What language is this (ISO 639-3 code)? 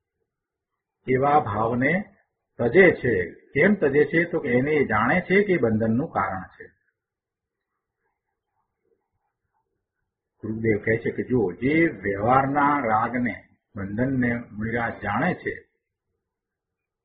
guj